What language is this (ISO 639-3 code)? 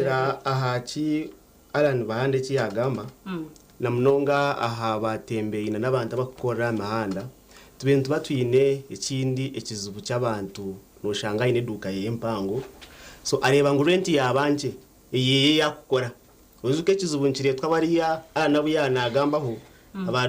nyn